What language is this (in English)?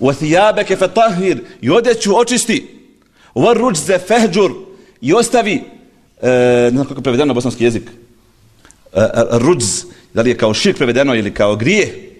Bosnian